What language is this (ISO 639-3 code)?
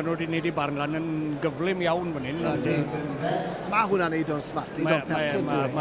cym